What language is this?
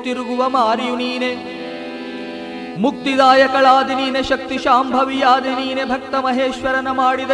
Kannada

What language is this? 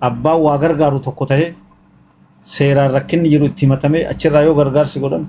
Oromo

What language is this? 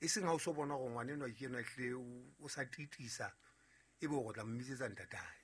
Southern Sotho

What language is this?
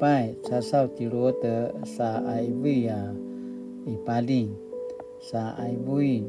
Paiwan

